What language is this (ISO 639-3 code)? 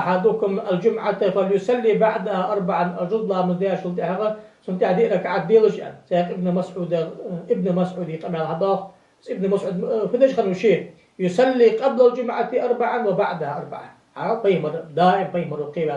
inh